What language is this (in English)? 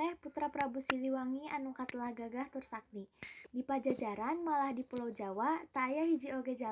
Sundanese